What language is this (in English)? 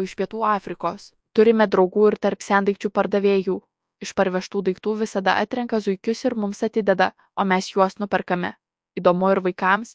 Lithuanian